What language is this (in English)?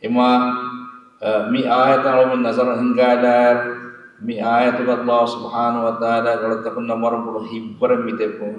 Divehi